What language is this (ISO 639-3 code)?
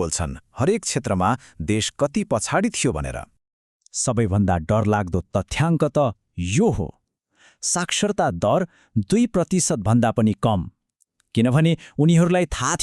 nep